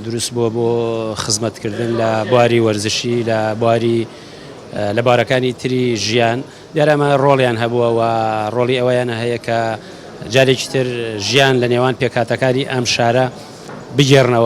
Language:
Central Kurdish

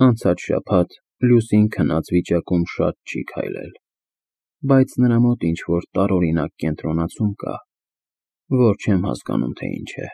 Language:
Armenian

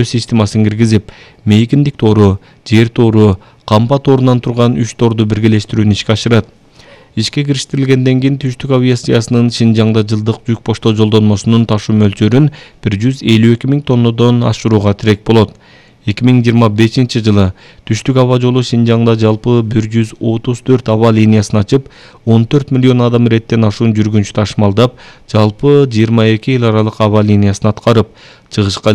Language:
Kyrgyz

